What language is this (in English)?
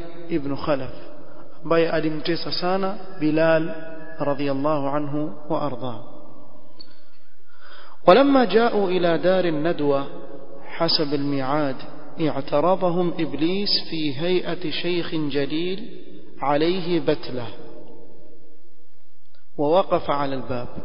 Swahili